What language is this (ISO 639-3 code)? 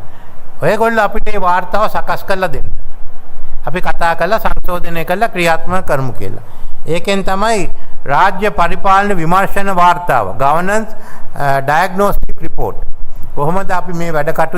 sin